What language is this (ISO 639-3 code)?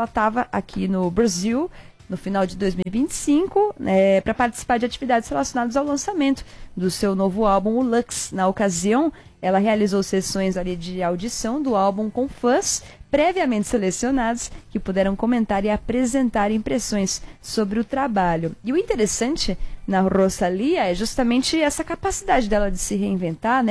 por